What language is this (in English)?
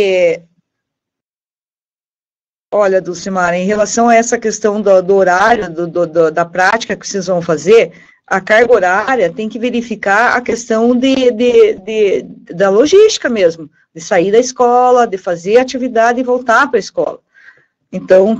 Portuguese